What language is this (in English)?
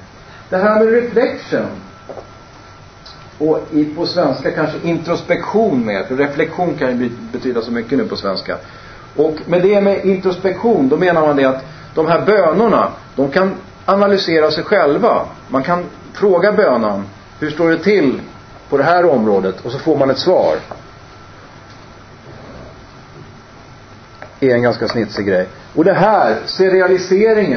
Swedish